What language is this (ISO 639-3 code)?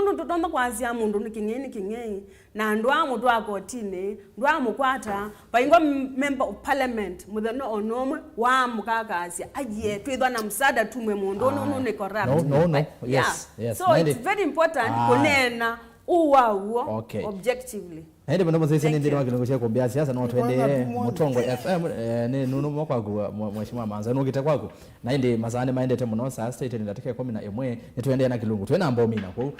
kam